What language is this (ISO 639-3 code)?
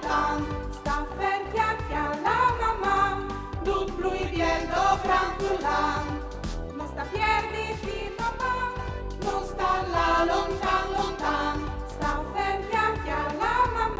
fur